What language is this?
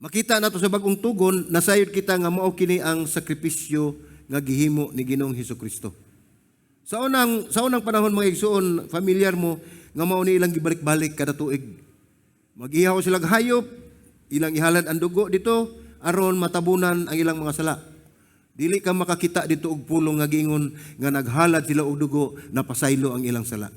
Cebuano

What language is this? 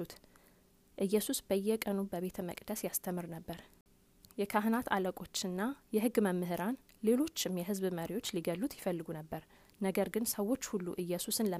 Amharic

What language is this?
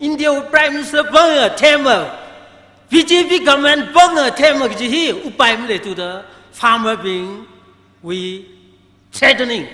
Tangkhul Naga (India)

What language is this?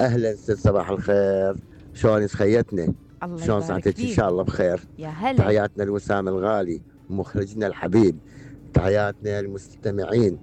Mesopotamian Arabic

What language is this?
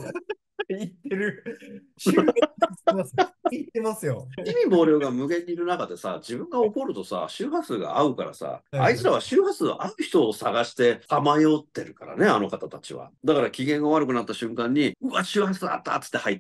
Japanese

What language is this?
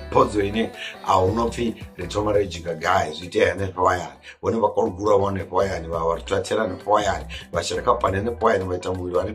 Venda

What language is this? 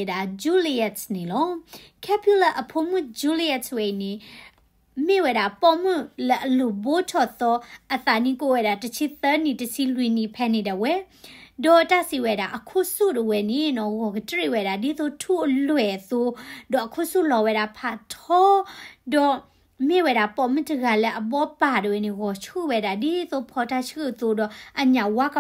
S'gaw Karen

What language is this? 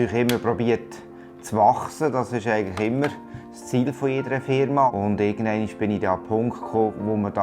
Swiss German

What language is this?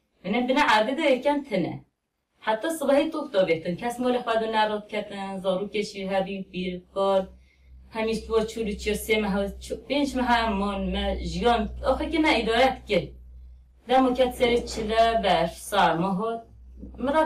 Kurdish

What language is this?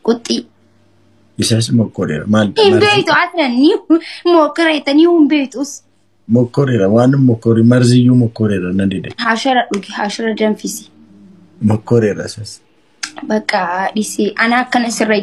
Oromo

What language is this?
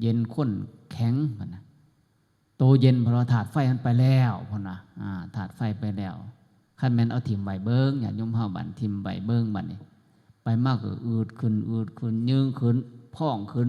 Northeastern Thai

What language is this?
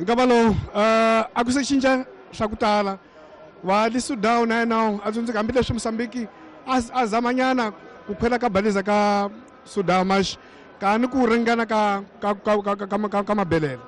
Tsonga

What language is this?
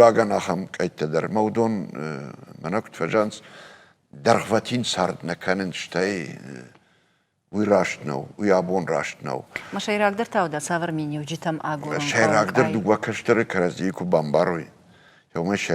Ossetic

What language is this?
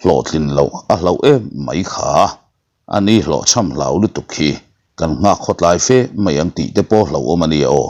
Mizo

